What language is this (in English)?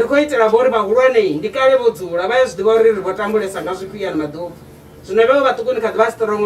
Venda